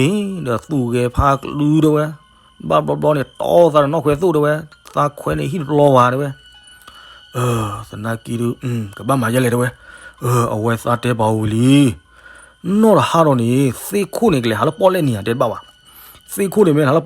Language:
S'gaw Karen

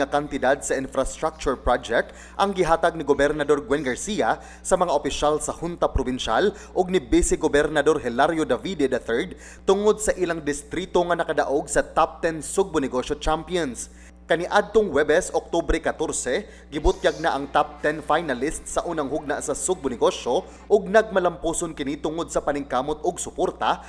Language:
Cebuano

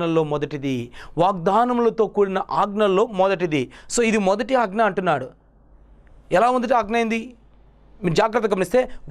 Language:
Telugu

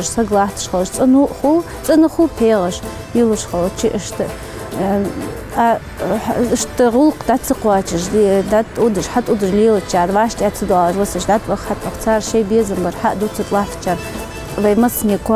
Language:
Ingush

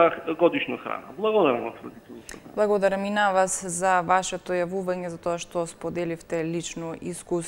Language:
Macedonian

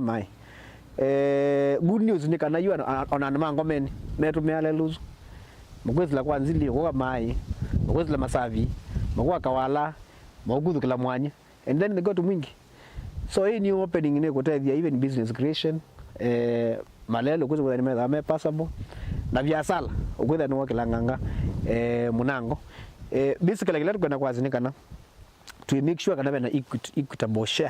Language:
Kamba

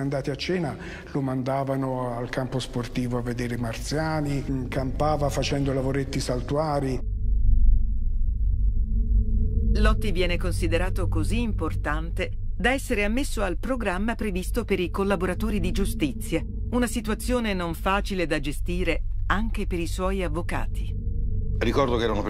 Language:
Italian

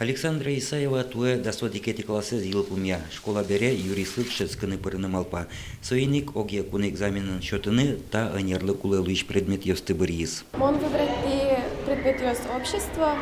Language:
Udmurt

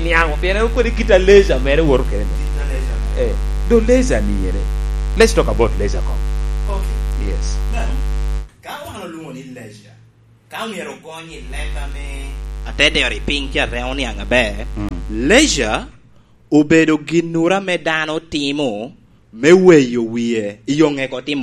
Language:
Lango (Uganda)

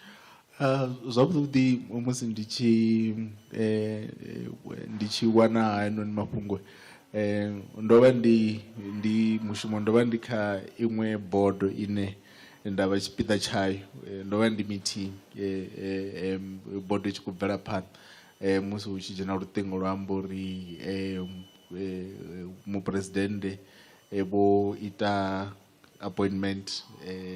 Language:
Venda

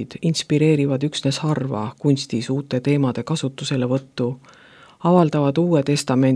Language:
Estonian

